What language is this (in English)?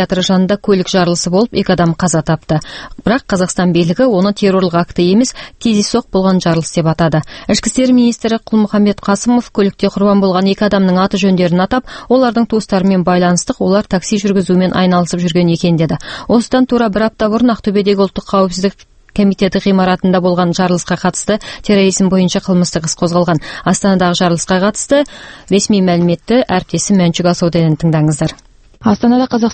Kazakh